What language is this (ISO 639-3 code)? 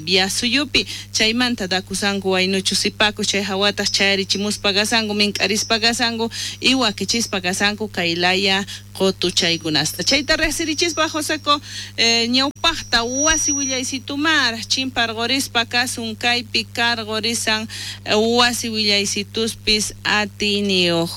quh